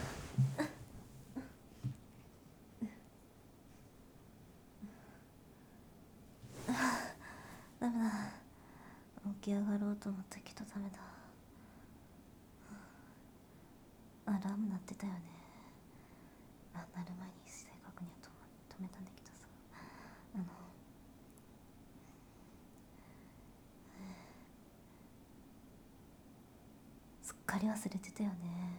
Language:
Japanese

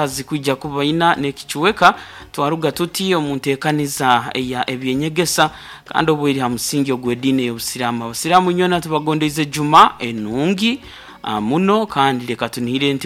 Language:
Nyoro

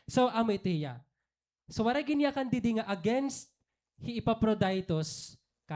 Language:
Waray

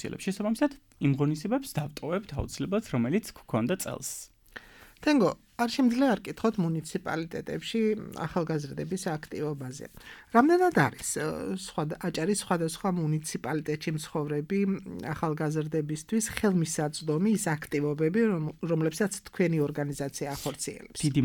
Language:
Georgian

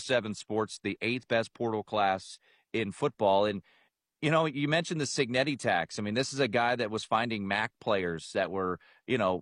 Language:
English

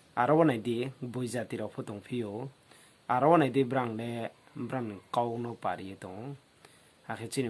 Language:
Riang (India)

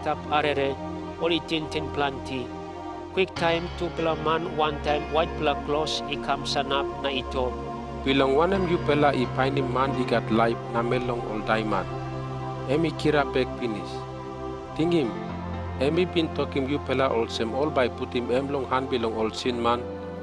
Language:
Tok Pisin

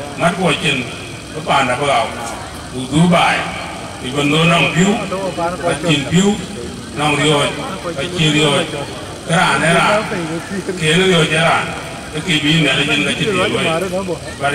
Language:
Dinka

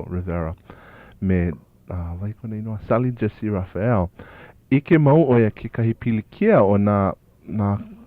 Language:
Hawaiian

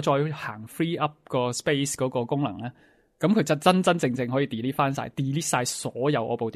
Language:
Cantonese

